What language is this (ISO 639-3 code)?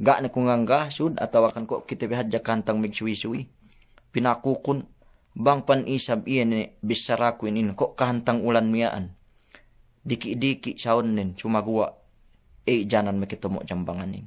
yka